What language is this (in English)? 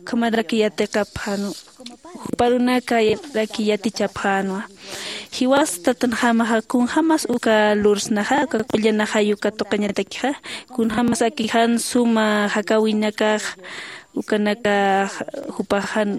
Aymara